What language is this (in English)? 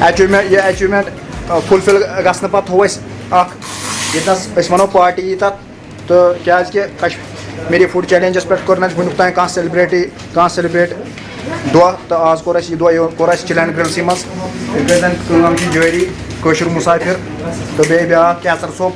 Kashmiri